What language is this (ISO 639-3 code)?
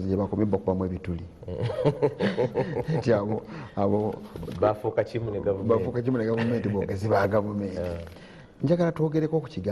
lug